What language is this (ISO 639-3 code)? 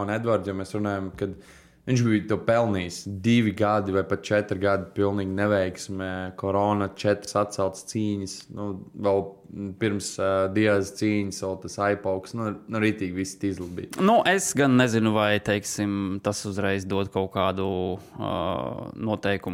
lav